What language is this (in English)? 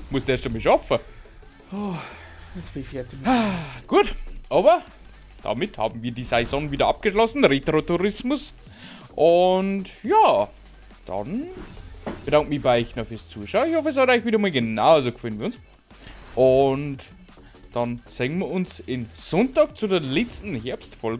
Bavarian